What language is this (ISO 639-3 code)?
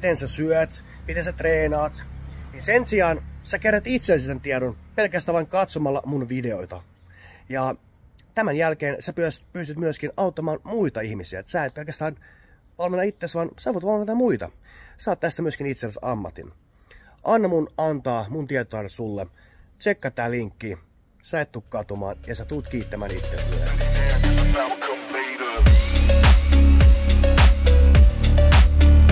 fin